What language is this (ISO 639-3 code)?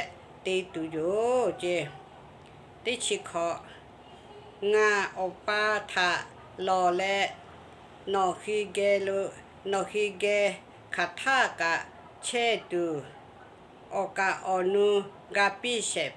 lhu